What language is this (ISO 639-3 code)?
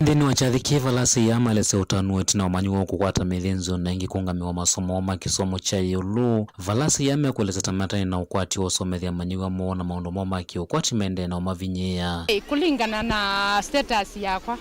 kam